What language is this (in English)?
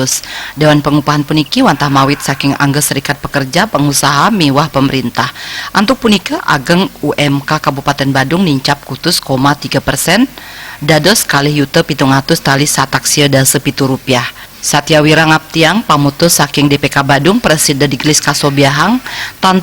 Balinese